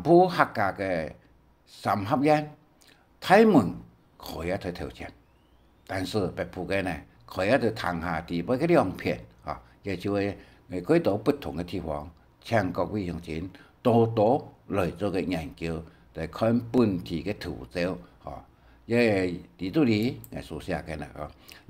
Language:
Hakka Chinese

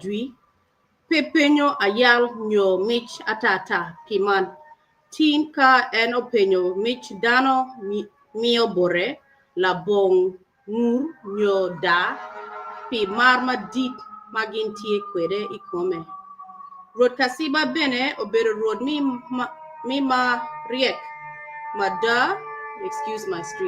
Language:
Acoli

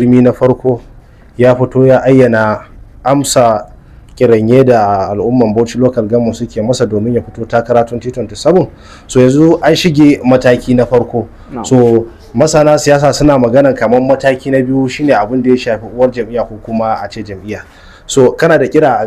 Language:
Hausa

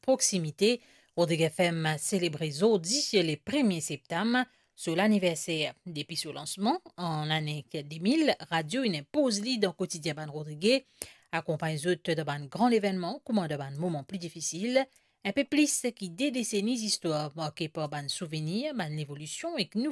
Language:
Morisyen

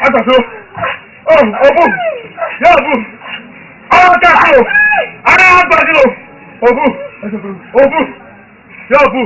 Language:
Esan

